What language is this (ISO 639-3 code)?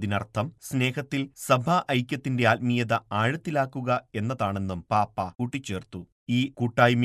mal